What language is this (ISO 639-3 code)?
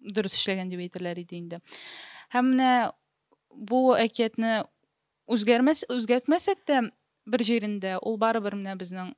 tat